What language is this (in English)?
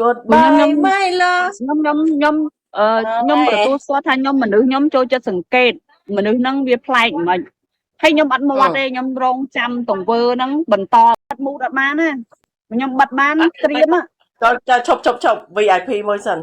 Khmer